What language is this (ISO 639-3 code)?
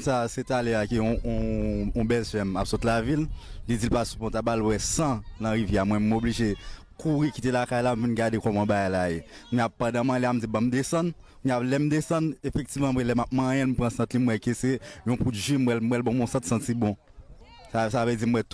hat